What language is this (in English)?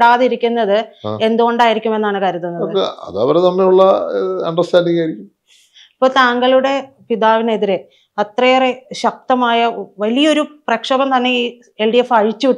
Malayalam